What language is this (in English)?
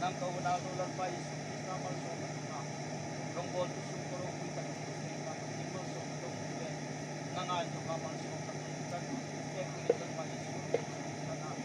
Hmar